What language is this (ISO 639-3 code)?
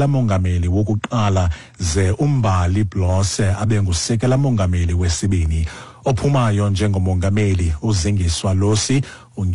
xho